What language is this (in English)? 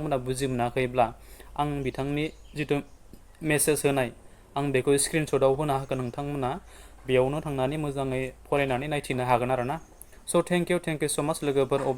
Bodo